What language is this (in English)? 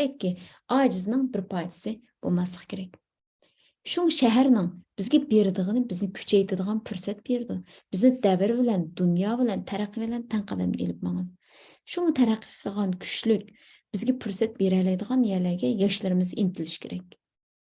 Uyghur